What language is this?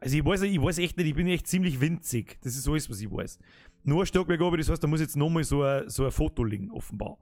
Bavarian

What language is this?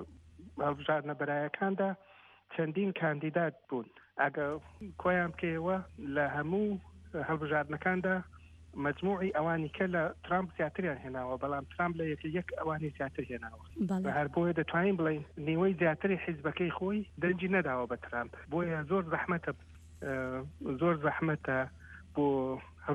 Central Kurdish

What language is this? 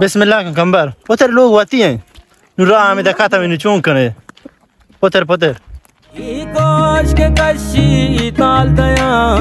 Baluchi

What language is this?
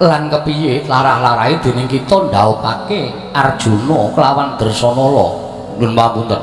Javanese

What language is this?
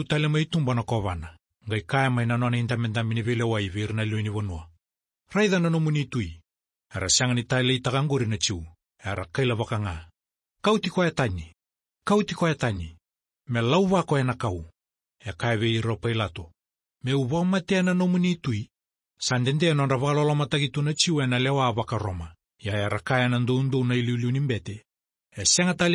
Fijian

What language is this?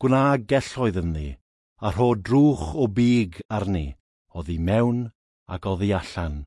Welsh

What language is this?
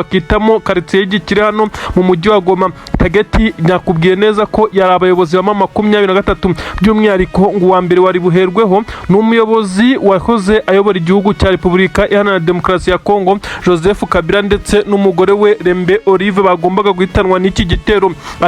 Kinyarwanda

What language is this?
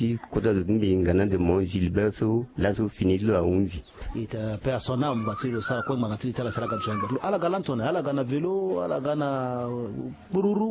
Sango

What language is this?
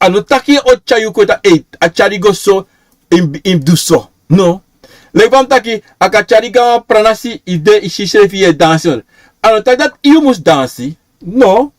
Sranan Tongo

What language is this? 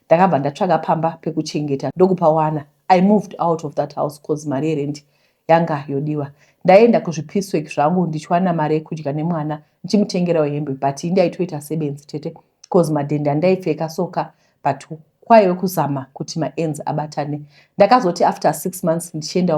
Shona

